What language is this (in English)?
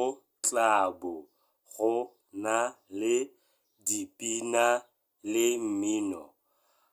Tswana